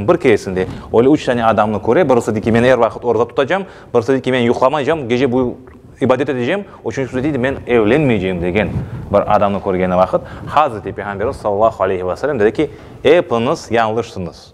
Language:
Crimean Tatar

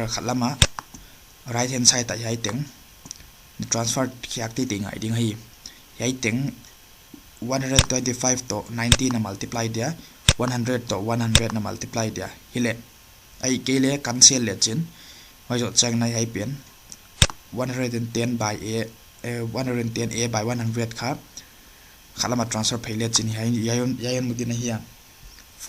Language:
Paite Chin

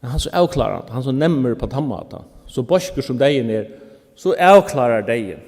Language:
Faroese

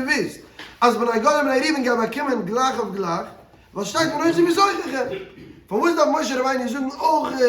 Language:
Yiddish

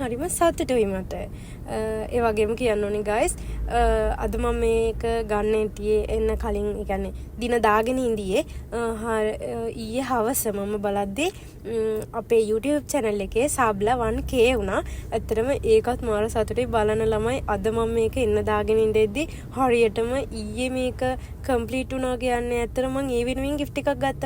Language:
Sinhala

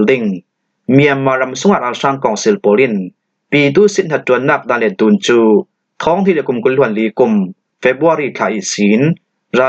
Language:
Falam Chin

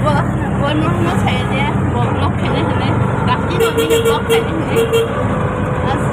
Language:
Kok Borok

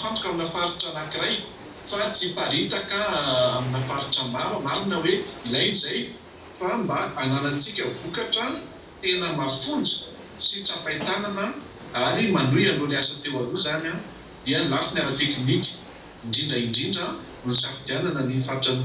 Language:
Malagasy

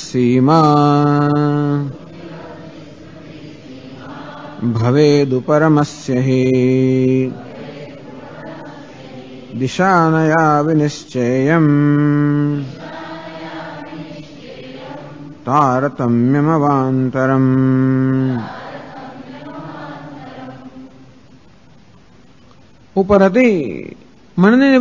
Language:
Gujarati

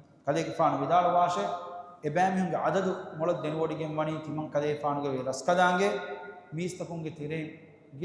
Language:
Divehi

